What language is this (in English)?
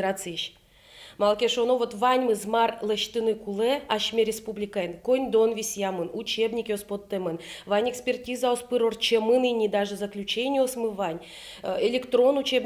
Udmurt